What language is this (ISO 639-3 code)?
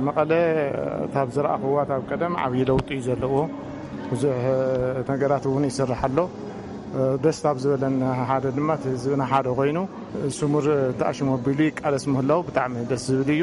tir